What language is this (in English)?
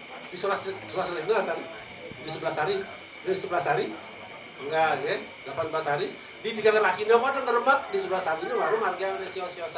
Balinese